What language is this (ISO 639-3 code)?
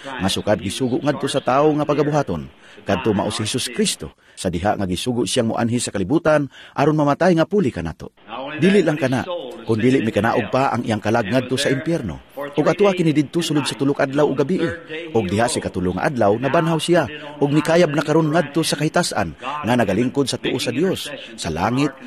ceb